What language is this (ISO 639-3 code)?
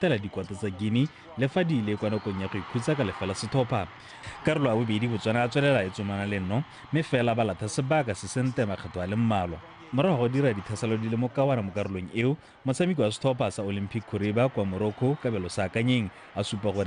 tsn